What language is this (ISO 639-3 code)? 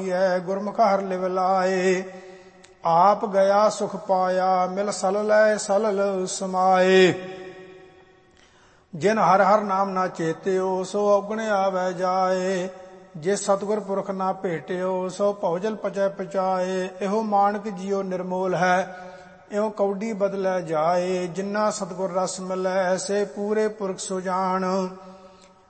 pan